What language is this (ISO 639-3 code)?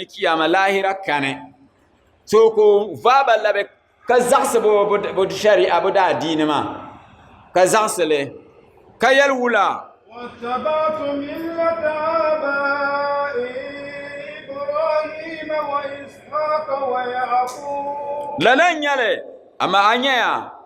dag